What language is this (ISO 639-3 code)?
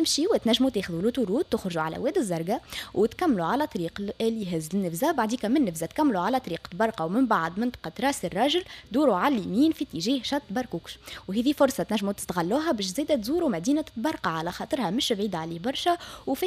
aeb